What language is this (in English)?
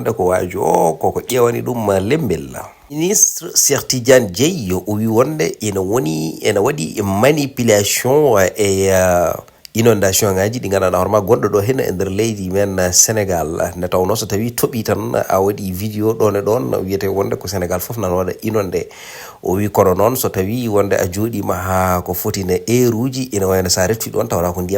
Fula